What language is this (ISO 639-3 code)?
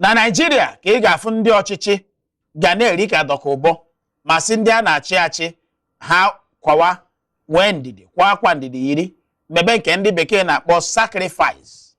ibo